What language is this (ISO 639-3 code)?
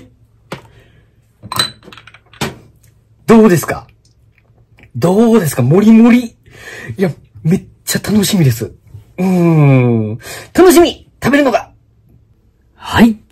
jpn